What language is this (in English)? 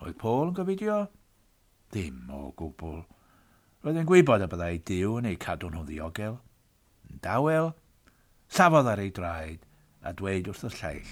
Welsh